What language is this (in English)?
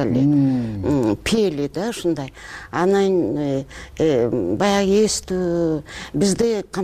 Kyrgyz